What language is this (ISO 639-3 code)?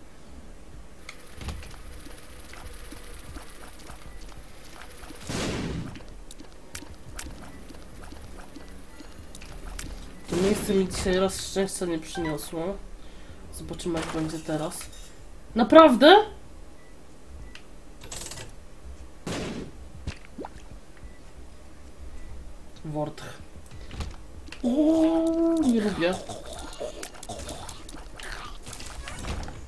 pol